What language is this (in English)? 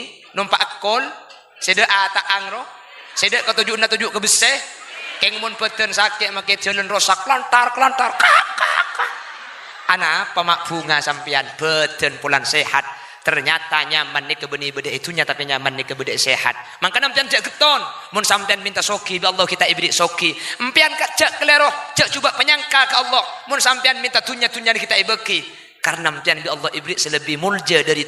Madurese